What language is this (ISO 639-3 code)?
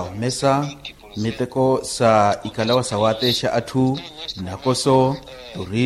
vmw